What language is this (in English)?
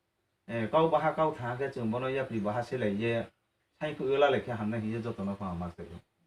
Riang (India)